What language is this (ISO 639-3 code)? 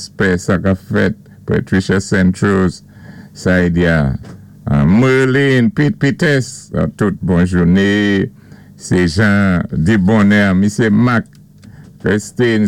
acf